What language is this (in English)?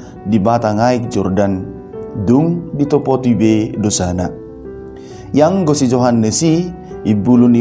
Batak Toba